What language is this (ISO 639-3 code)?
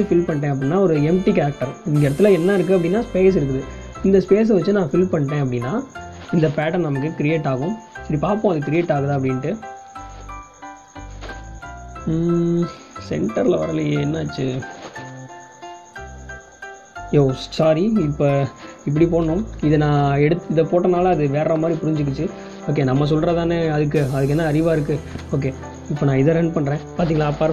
tam